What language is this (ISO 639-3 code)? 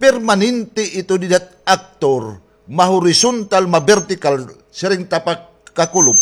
war